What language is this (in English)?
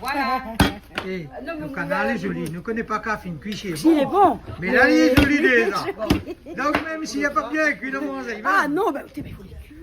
Réunion Creole French